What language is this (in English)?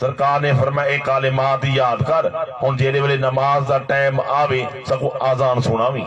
Saraiki